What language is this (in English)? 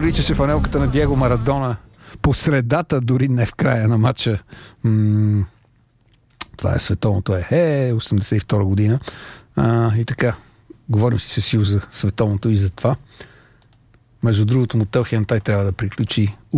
Bulgarian